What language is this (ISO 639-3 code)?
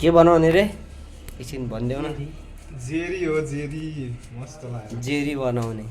nep